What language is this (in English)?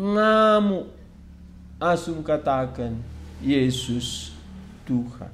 Batak Karo